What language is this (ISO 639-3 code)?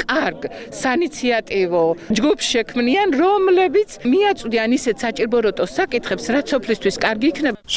kat